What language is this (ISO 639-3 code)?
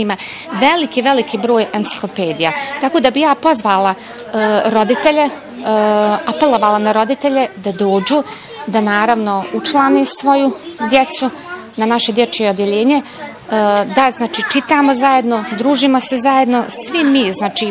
bos